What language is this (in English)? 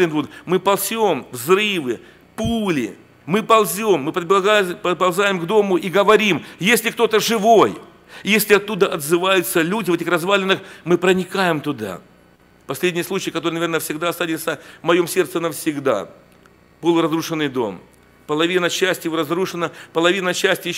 Russian